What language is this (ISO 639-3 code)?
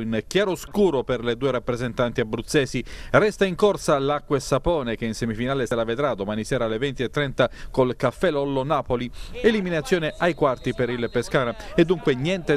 ita